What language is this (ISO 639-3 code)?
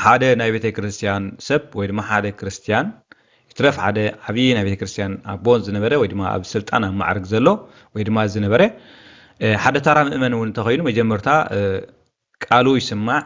tir